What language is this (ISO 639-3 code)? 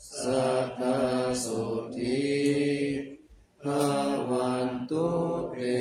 pli